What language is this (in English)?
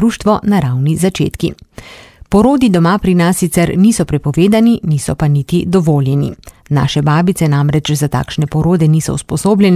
Slovenian